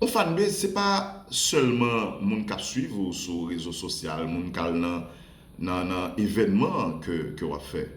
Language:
Haitian Creole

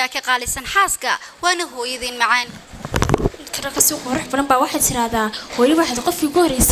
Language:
Somali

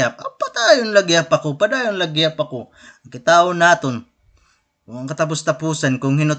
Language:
Waray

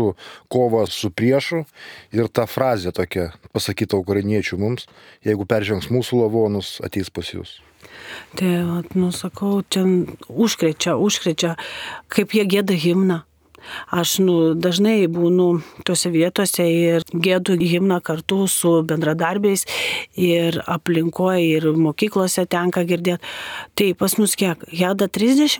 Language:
Lithuanian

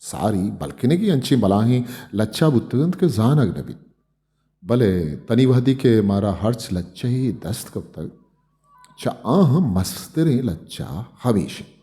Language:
Eastern Balochi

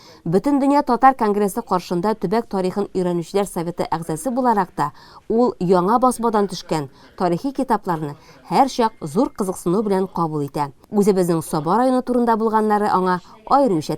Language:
Tatar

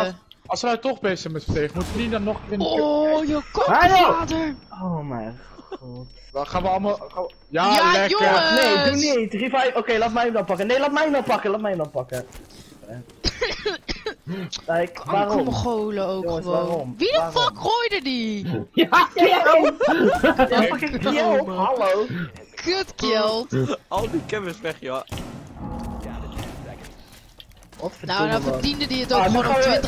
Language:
Dutch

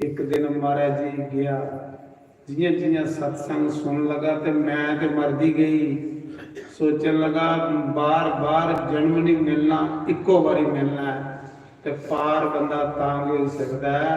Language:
Dogri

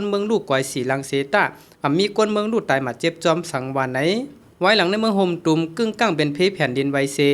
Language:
Shan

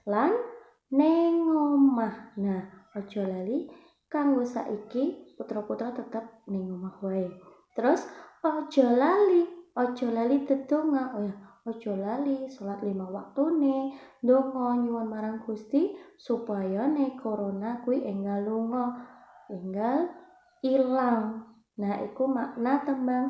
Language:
Javanese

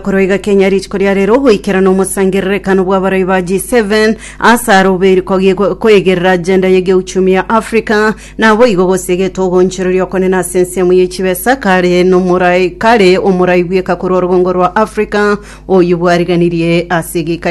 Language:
Gusii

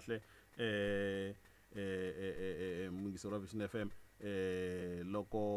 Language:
Tsonga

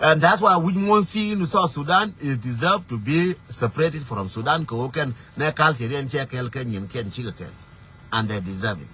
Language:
Nuer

